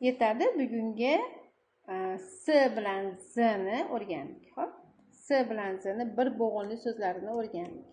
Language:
Uzbek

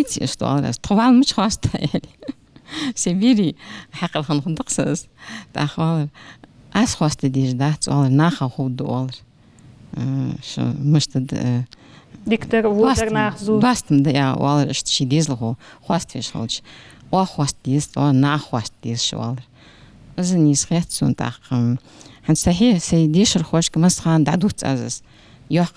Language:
Ingush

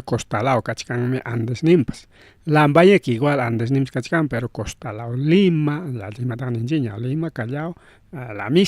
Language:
Ayacucho Quechua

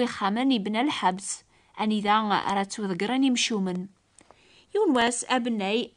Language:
Kabyle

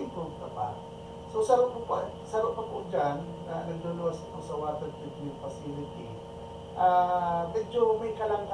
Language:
Bikol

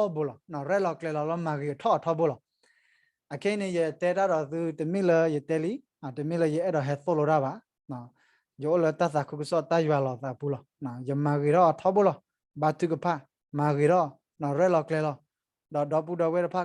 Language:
S'gaw Karen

